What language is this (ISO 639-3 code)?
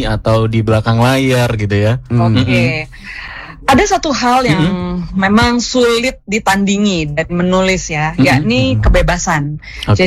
ind